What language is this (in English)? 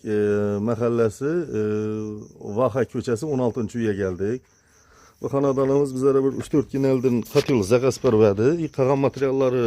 Uzbek